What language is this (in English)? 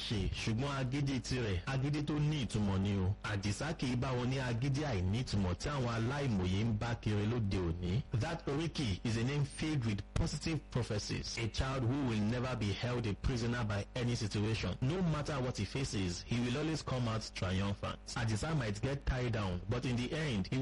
Yoruba